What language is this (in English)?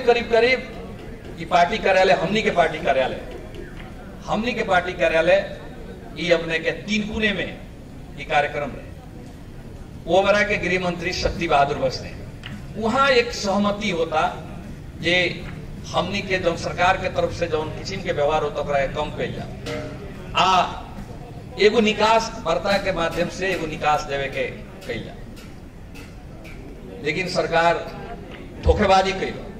Bhojpuri